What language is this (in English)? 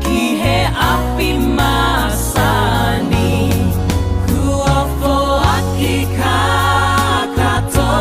Tongan